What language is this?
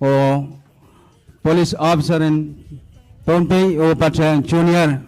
Pohnpeian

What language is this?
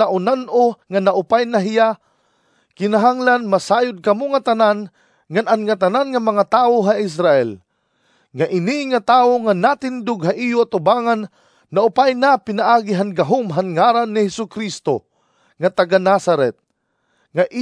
Waray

